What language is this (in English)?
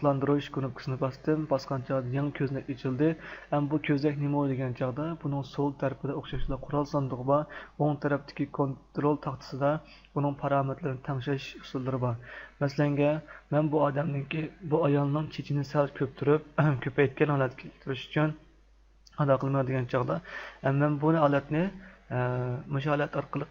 Uyghur